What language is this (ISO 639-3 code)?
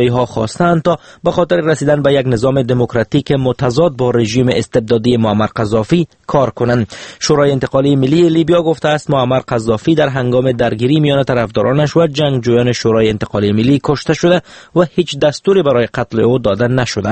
fas